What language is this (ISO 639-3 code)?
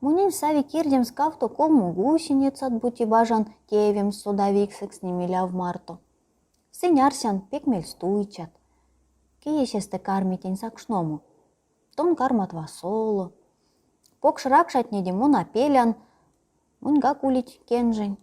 myv